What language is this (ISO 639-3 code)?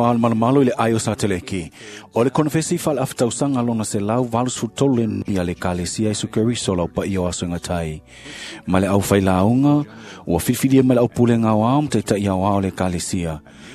smo